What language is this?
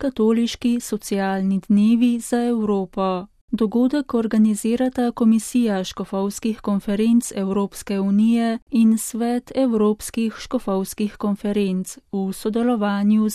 Slovenian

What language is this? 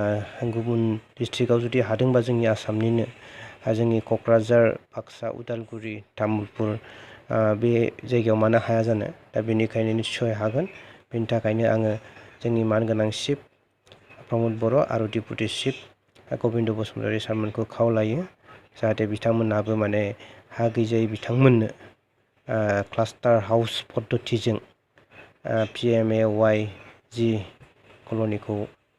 Bodo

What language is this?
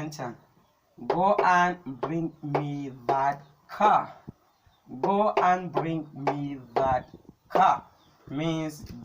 Hausa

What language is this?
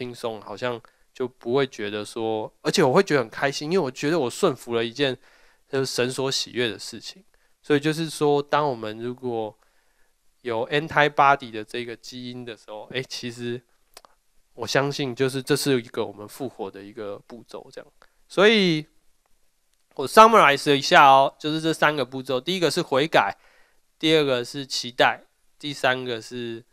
Chinese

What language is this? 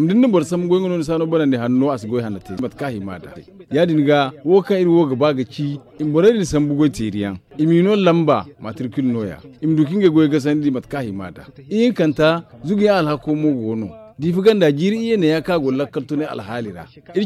Zarma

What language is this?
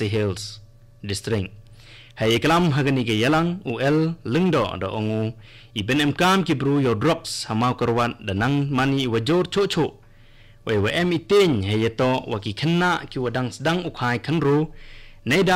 Khasi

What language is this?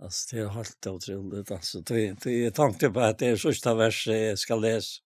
Faroese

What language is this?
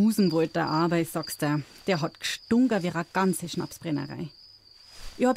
Bavarian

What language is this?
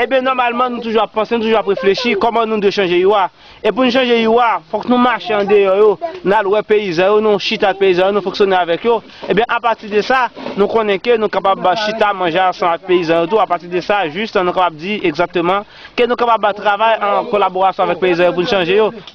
Haitian Creole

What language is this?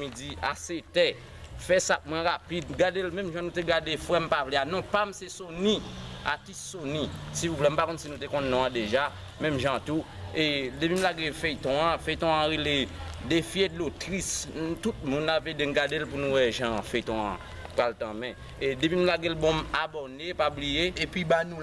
Haitian Creole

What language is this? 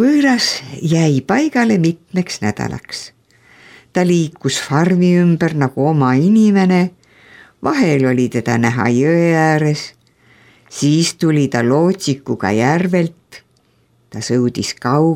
Estonian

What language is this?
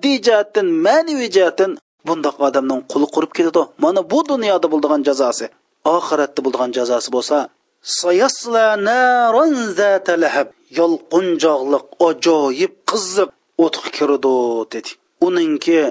Uyghur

